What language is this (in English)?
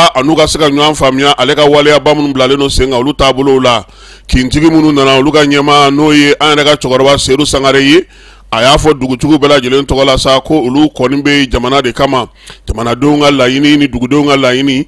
Bambara